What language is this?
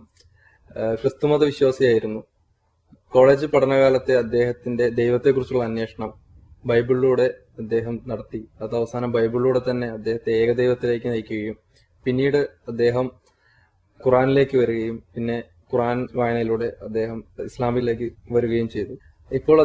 Malayalam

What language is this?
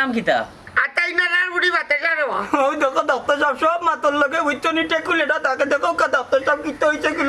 Sylheti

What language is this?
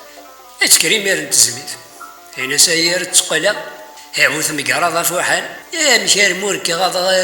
Kabyle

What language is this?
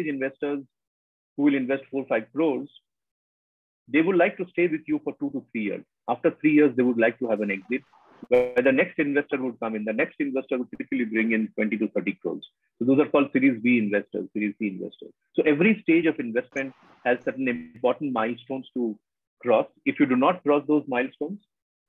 English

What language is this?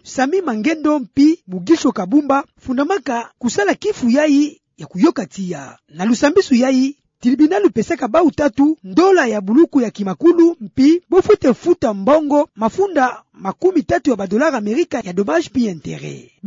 Kituba (Democratic Republic of Congo)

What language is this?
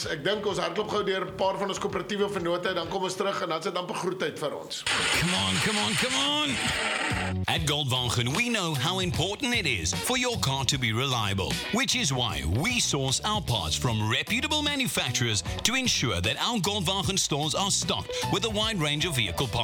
Afrikaans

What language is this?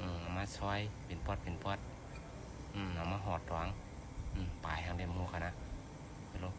Shan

